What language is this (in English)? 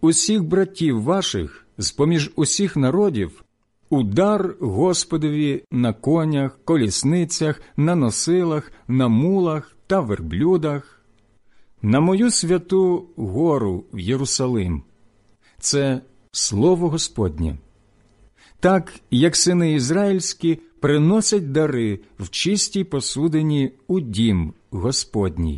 Ukrainian